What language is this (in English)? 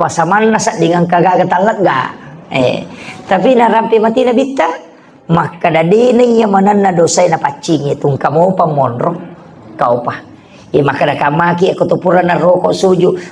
Buginese